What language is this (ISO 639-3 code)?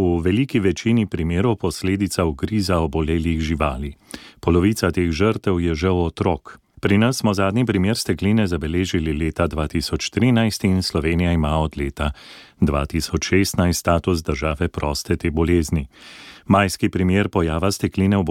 slv